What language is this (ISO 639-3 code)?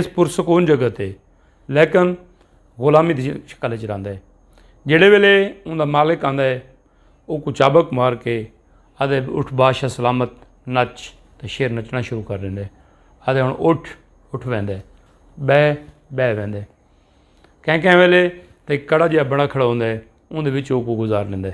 skr